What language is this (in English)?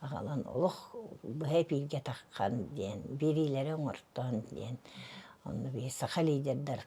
Yakut